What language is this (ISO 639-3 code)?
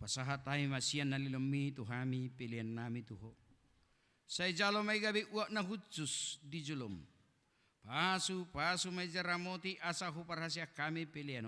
bbc